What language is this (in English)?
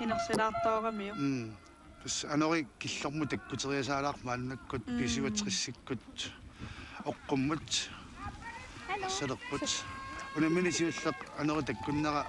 Kalaallisut